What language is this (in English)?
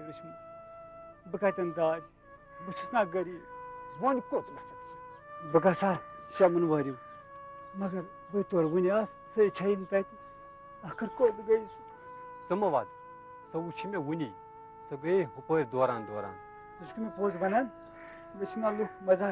Kashmiri